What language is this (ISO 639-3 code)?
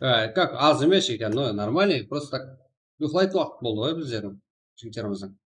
kaa